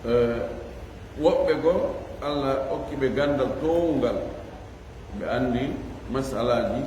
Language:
Pular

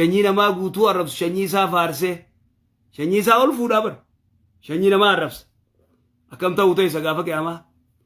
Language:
Oromo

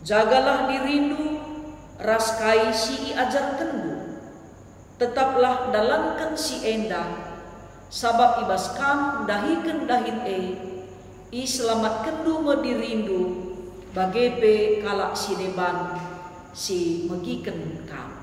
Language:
Batak Karo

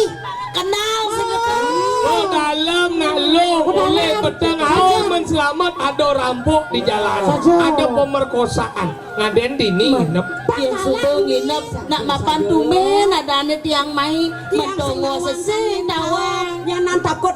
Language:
Balinese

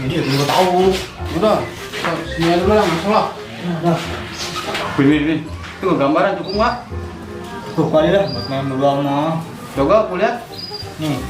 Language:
Betawi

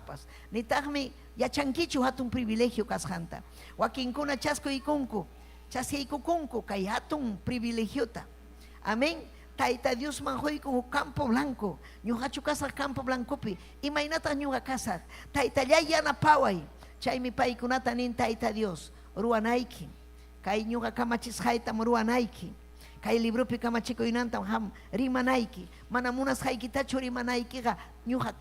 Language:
Ayacucho Quechua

